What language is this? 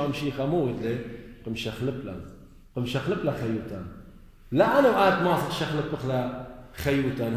Assyrian Neo-Aramaic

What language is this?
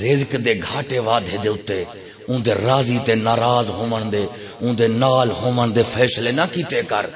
Saraiki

